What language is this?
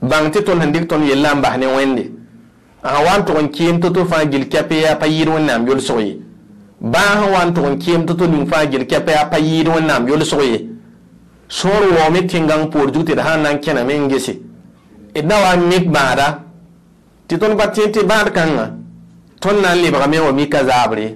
Mossi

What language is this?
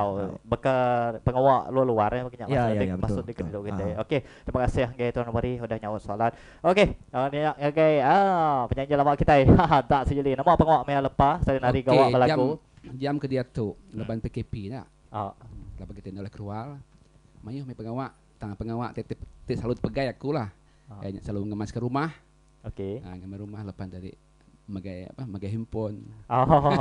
Iban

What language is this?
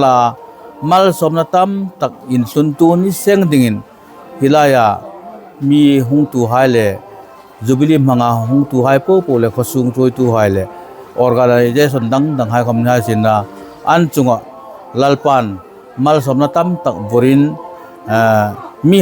Hmar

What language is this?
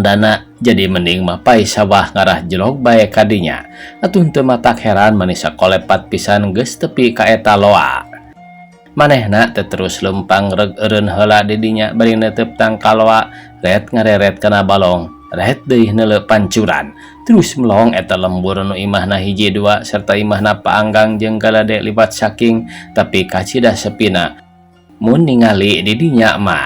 Sundanese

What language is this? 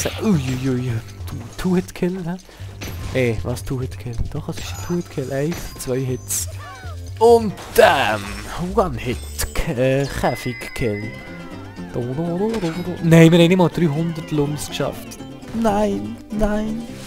Swiss German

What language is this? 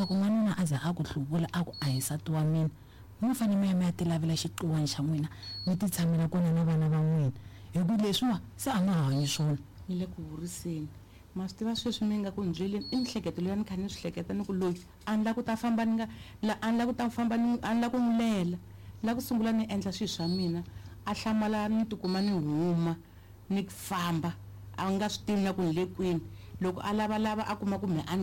Tsonga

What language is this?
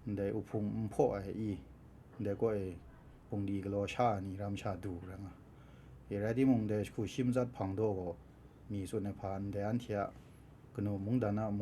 Kachin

